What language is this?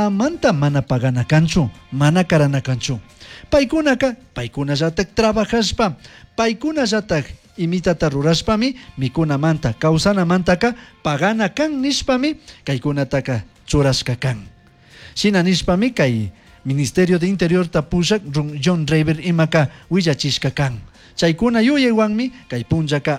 Chimborazo Highland Quichua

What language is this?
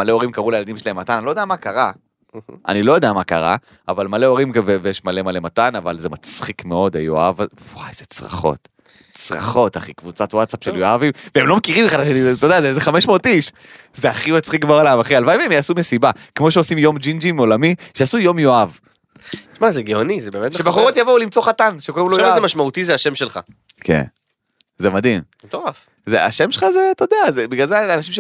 Hebrew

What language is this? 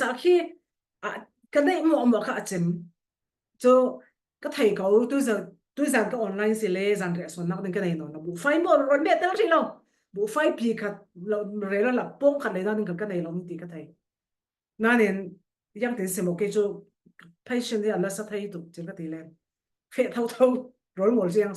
Falam Chin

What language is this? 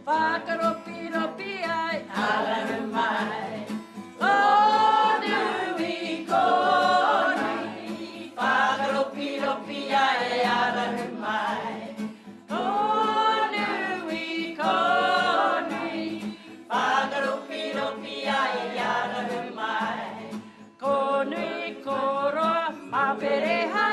Māori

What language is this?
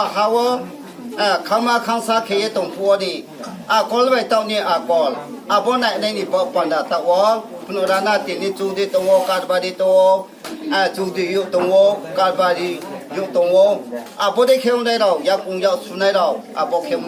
Riang (India)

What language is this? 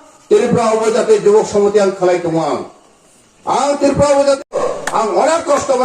Kok Borok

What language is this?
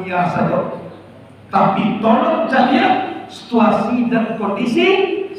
Minangkabau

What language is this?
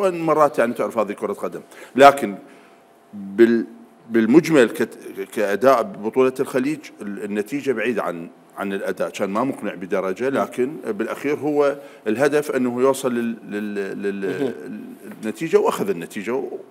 Mesopotamian Arabic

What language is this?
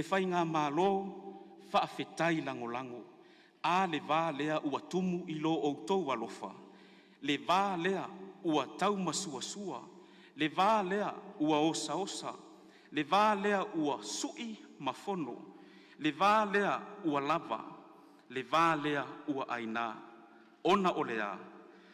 Samoan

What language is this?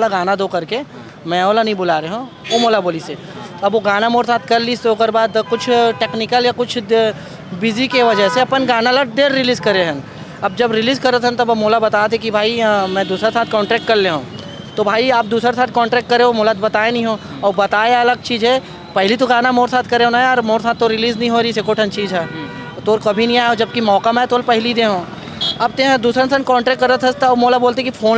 Chhattisgarhi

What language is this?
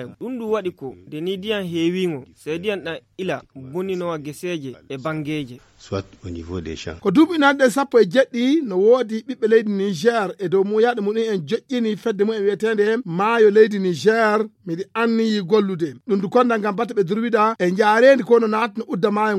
Nigerian Fulfulde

